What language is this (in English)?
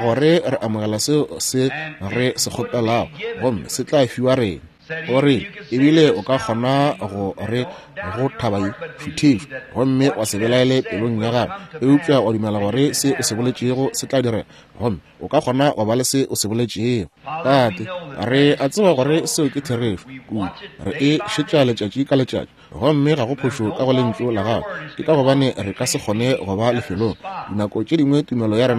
Northern Sotho